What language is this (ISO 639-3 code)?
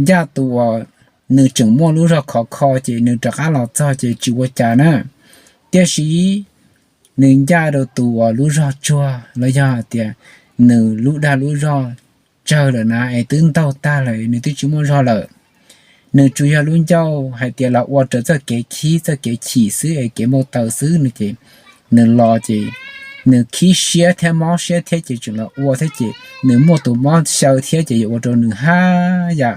hmn